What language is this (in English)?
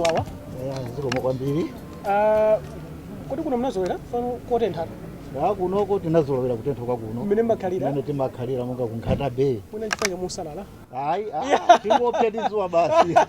Nyanja